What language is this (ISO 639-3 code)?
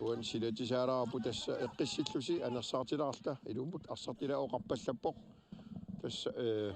kal